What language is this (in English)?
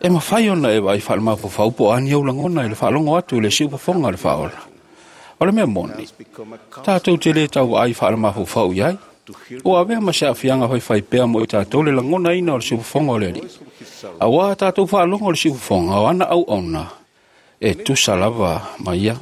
Samoan